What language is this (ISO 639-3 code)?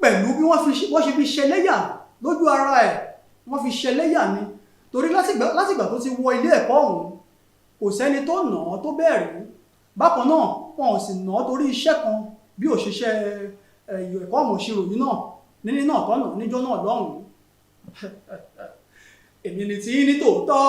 yor